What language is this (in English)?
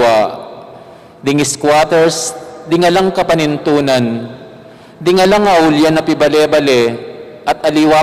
Pampanga